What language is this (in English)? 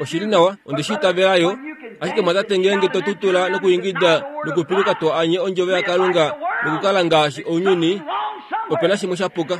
Kuanyama